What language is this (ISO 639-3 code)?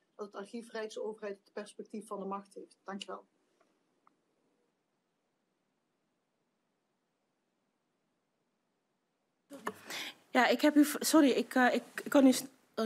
nld